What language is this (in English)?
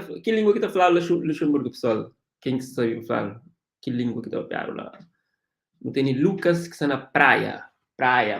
Kabuverdianu